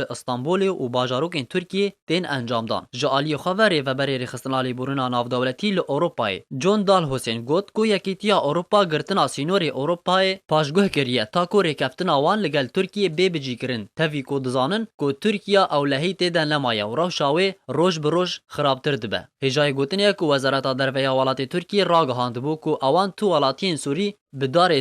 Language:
Kurdish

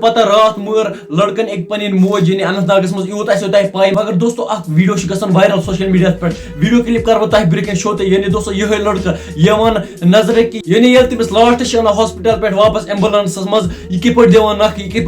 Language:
Kashmiri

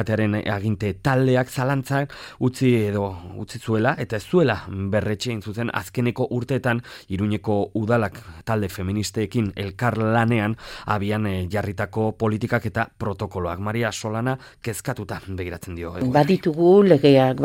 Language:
Basque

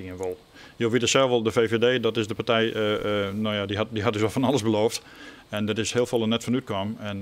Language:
Western Frisian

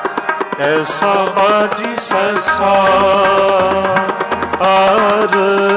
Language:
Punjabi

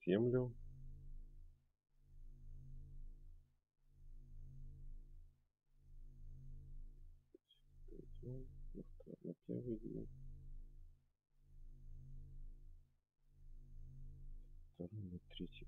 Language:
Russian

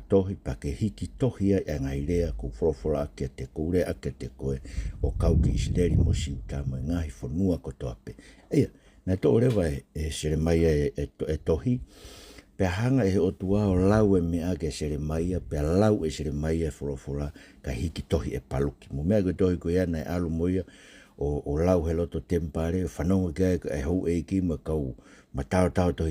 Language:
Tongan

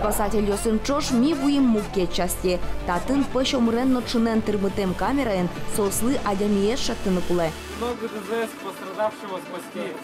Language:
Udmurt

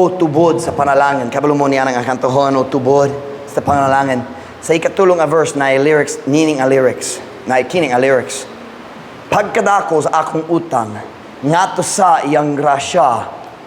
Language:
Cebuano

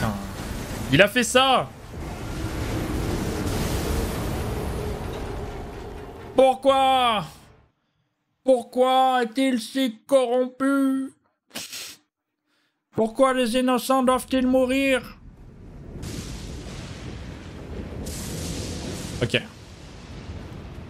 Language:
French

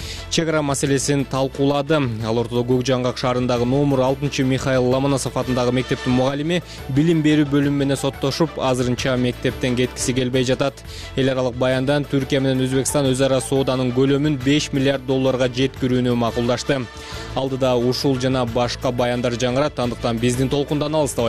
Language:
Kyrgyz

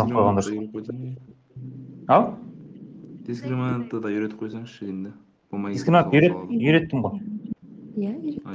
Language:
Kazakh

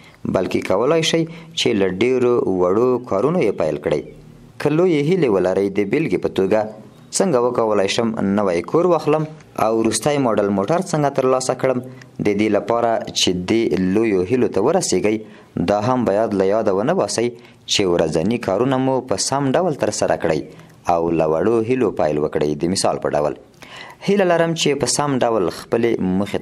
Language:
Pashto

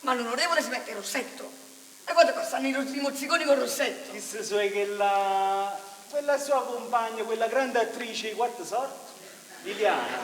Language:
Neapolitan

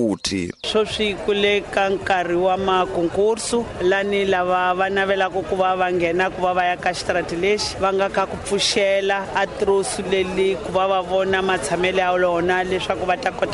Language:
Tsonga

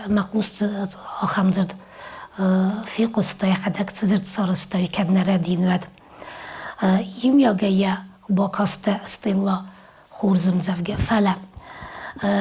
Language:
Ossetic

